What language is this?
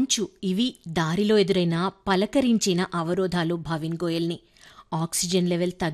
Telugu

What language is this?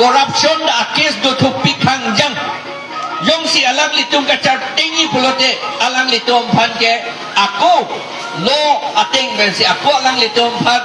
Karbi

